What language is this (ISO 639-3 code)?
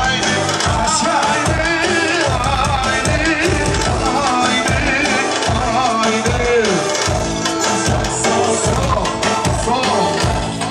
tur